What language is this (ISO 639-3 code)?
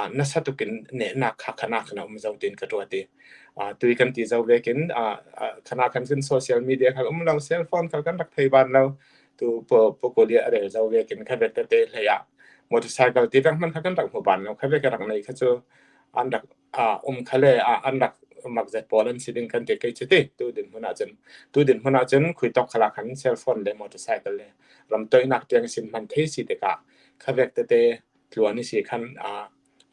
cfm